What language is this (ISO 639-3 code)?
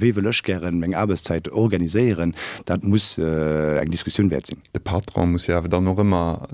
ltz